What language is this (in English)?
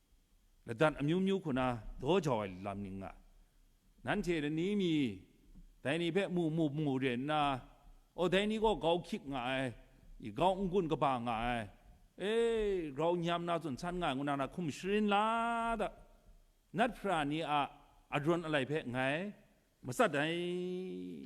Kachin